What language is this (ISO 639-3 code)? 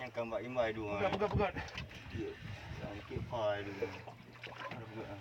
ace